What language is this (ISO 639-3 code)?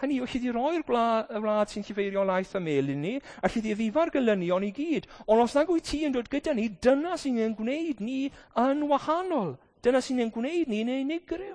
cym